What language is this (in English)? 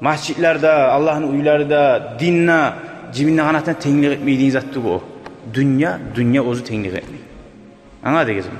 Kumyk